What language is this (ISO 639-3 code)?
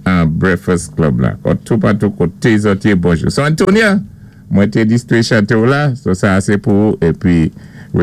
acf